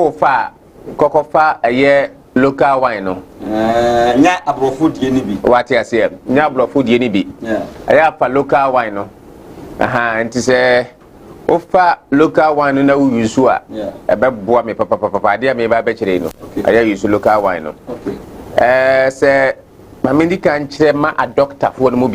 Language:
Akan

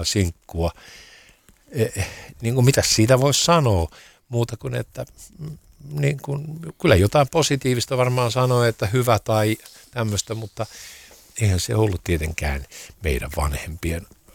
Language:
Finnish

